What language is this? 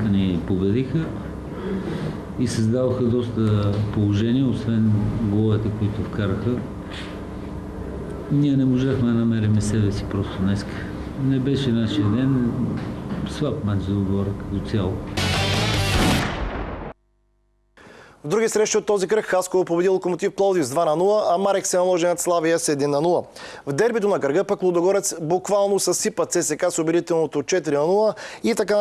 Bulgarian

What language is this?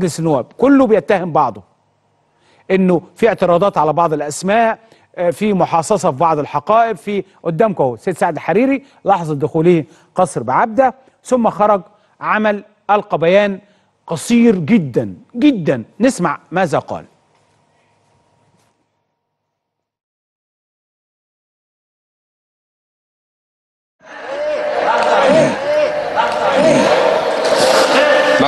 Egyptian Arabic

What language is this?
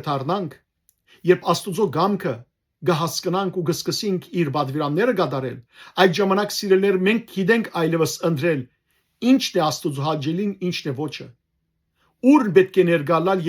Western Armenian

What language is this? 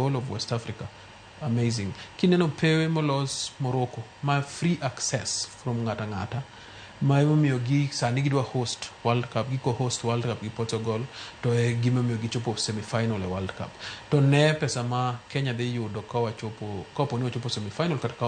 Luo (Kenya and Tanzania)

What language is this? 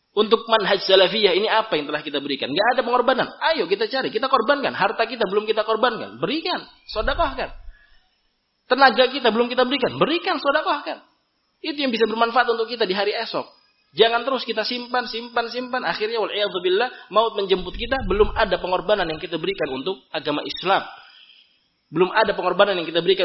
Indonesian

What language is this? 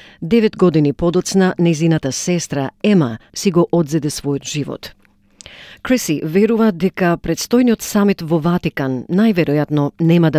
Macedonian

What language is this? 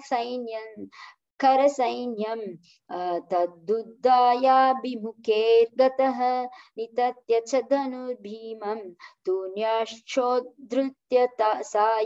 Sanskrit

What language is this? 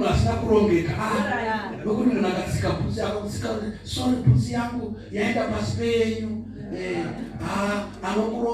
Shona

